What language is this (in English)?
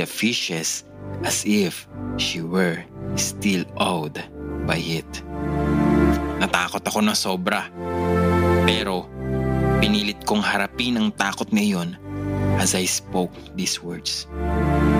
Filipino